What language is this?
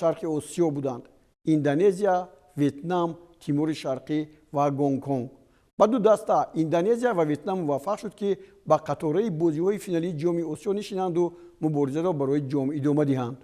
Tajik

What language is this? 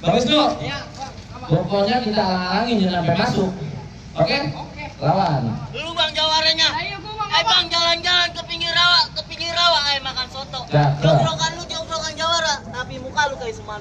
Betawi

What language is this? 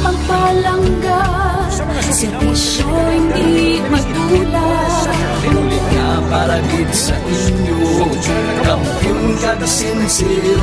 Hiligaynon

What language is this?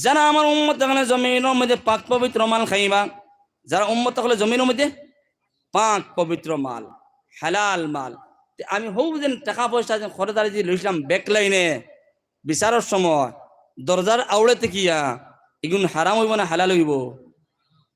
Sylheti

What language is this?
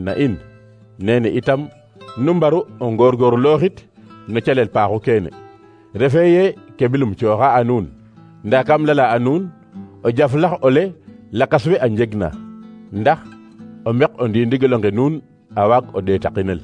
Serer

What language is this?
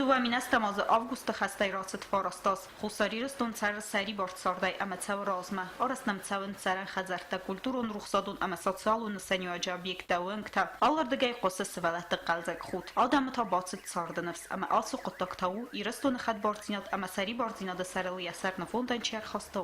Ossetic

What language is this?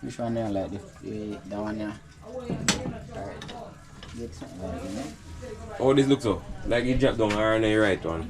Jamaican Creole English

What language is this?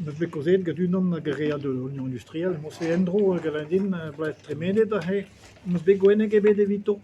Breton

